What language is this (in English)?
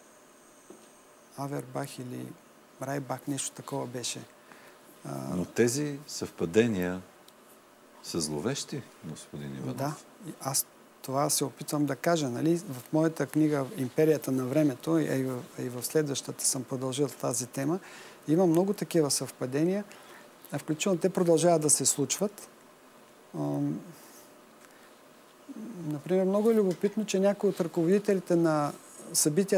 Bulgarian